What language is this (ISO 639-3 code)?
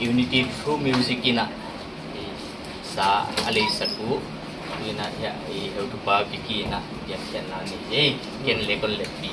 pck